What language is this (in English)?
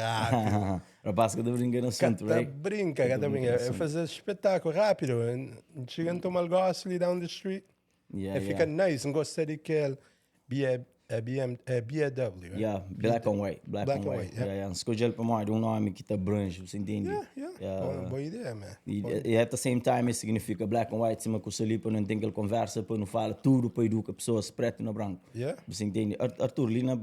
Kabuverdianu